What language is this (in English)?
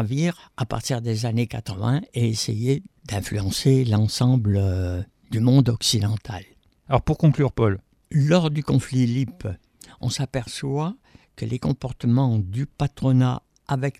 French